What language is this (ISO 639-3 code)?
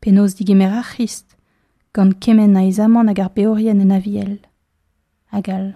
bre